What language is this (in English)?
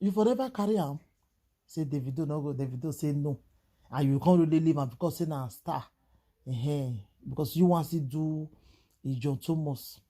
Nigerian Pidgin